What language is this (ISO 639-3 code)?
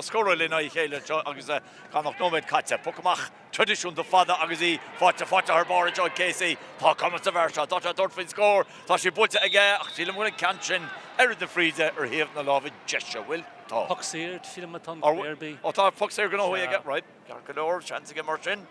gle